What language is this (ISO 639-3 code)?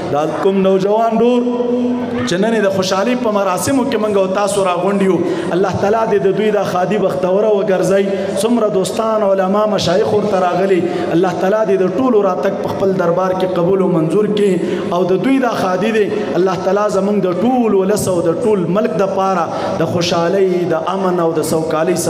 pus